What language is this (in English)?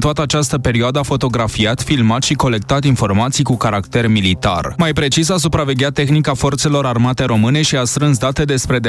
Romanian